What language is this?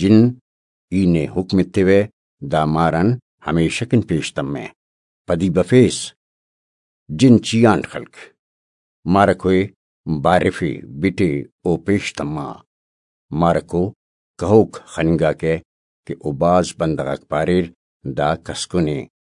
Brahui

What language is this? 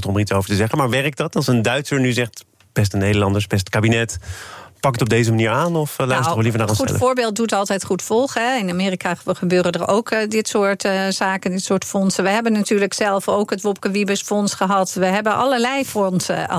Dutch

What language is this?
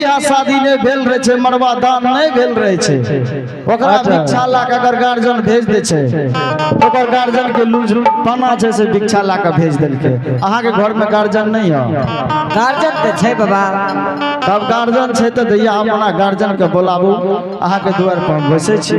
Angika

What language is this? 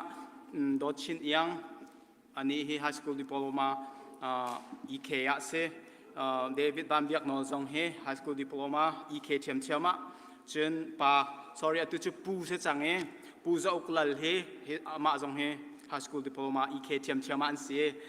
Hakha Chin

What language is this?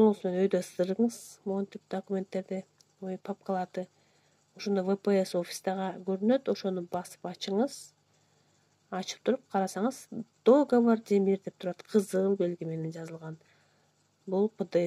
Kyrgyz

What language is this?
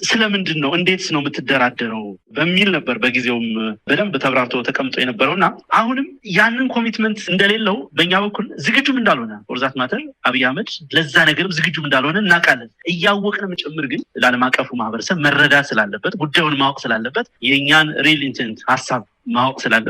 Amharic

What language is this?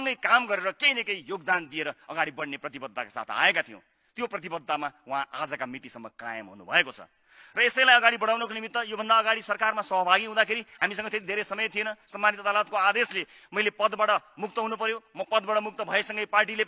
Nepali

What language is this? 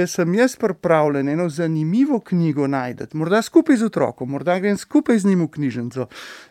Slovenian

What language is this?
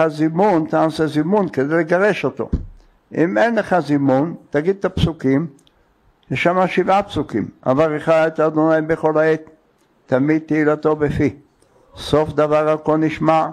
Hebrew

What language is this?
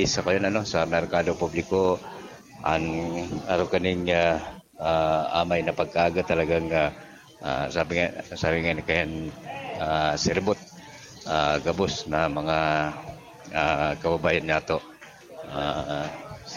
Bikol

